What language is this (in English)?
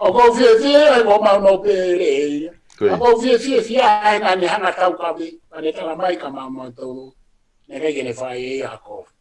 Tongan